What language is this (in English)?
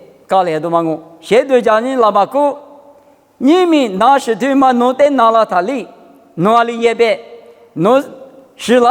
Lisu